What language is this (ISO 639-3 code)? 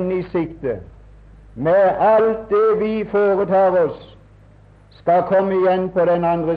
nor